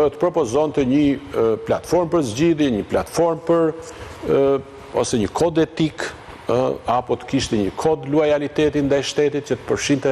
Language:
Albanian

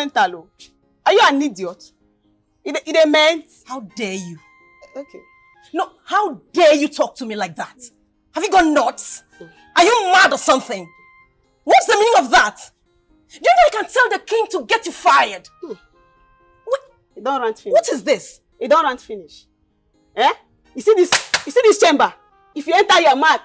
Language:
Nigerian Pidgin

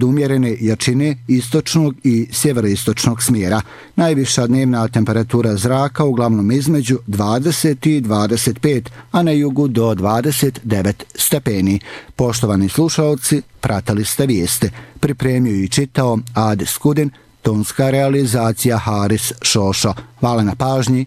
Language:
Bosnian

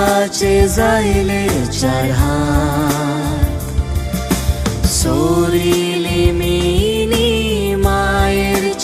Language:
Marathi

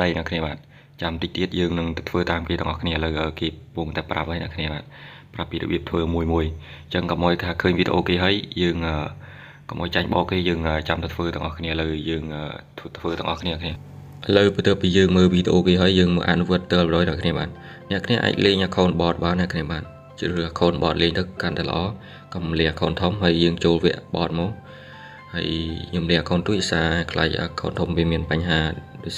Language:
Khmer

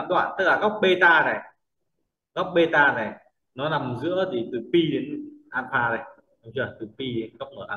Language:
Vietnamese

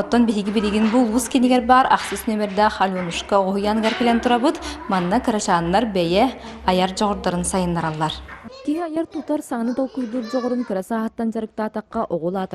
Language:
Yakut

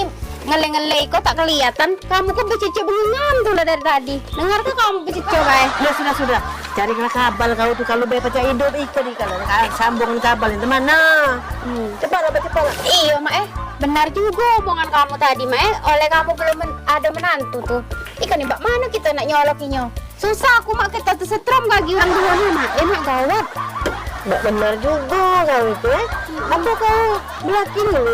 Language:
Musi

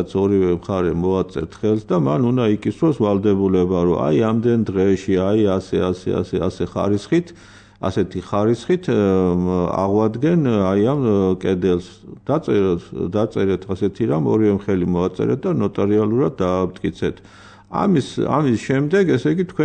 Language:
Georgian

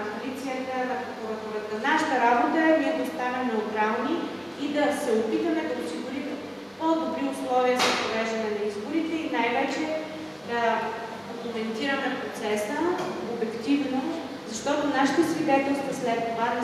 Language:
Bulgarian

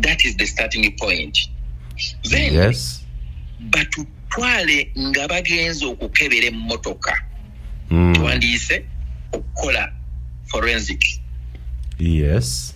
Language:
Ganda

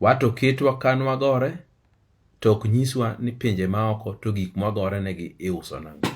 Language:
Luo (Kenya and Tanzania)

